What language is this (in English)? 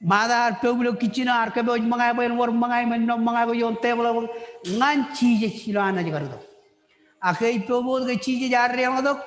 Marshallese